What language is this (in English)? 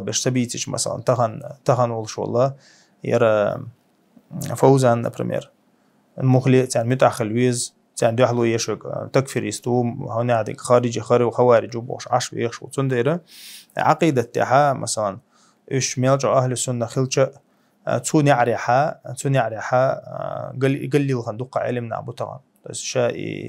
Chechen